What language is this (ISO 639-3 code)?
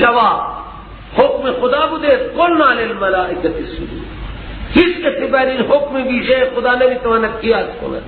fas